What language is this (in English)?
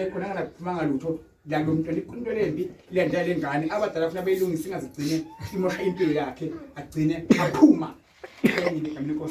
Zulu